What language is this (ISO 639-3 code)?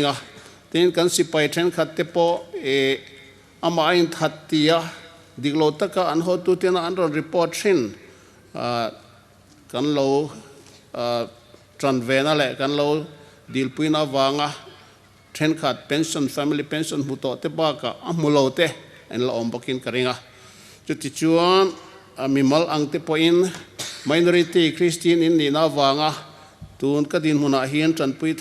hmr